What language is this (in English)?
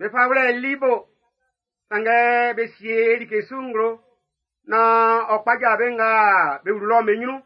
Baoulé